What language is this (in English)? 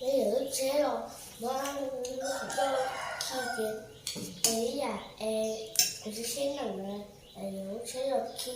Hmong